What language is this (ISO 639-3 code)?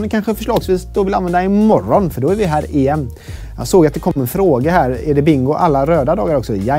swe